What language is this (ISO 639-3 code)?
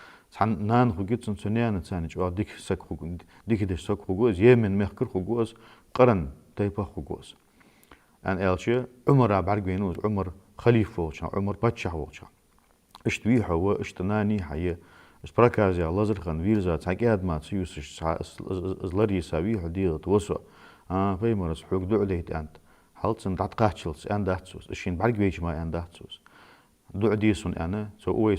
inh